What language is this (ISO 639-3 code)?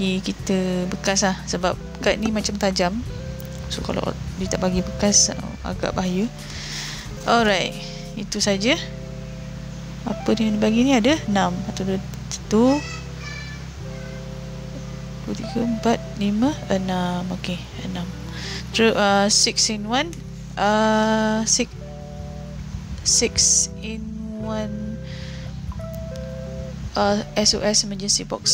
msa